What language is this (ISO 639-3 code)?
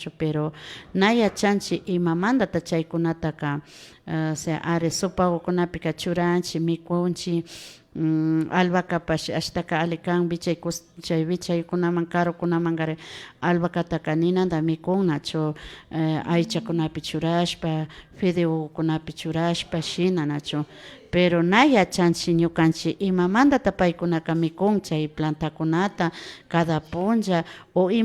qvi